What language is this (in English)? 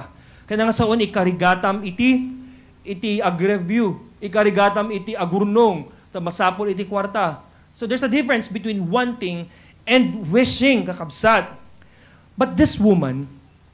Iloko